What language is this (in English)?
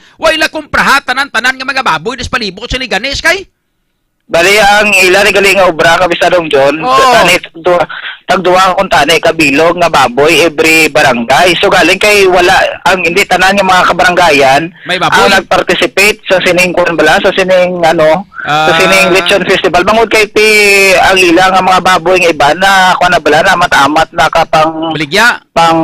Hiligaynon